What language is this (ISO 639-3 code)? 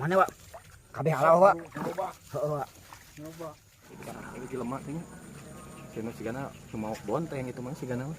sun